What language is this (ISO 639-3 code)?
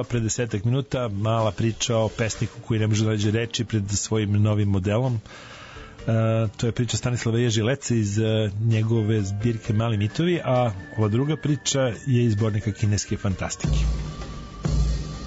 srp